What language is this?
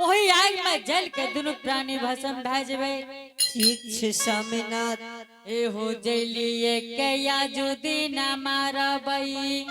Angika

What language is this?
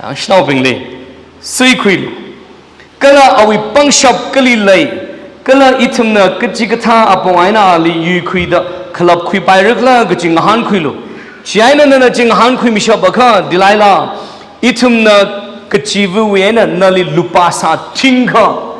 Tangkhul Naga (India)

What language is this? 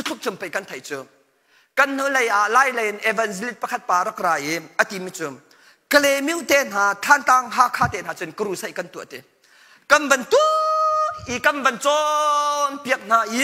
Hakha Chin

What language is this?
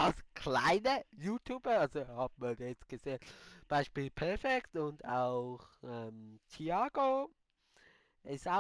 Swiss German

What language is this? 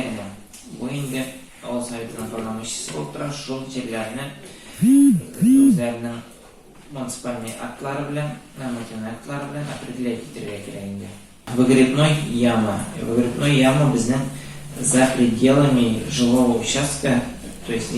Tatar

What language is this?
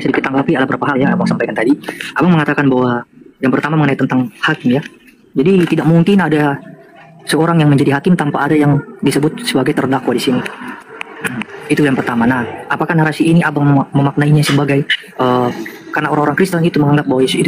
Indonesian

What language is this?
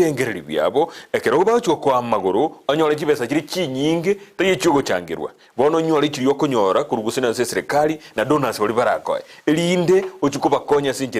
Gusii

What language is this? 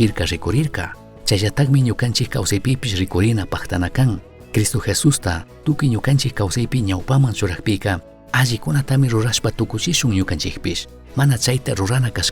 Chimborazo Highland Quichua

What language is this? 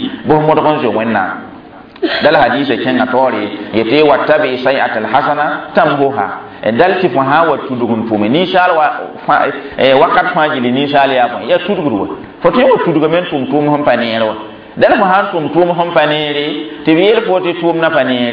Mossi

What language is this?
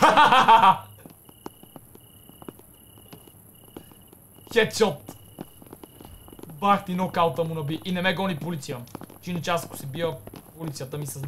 Bulgarian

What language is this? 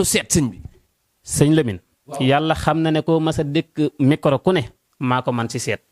Wolof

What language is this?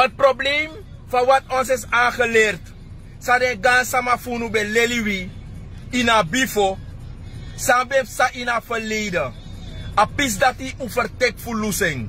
Sranan Tongo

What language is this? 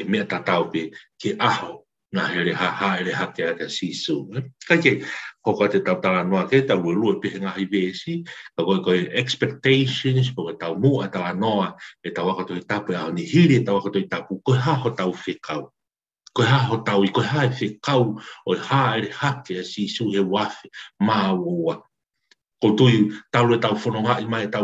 Tongan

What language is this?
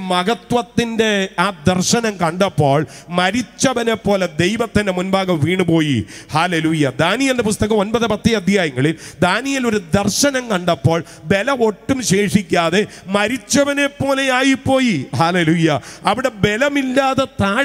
Malayalam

